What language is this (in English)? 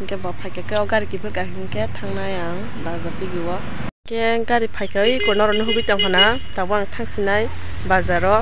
Kok Borok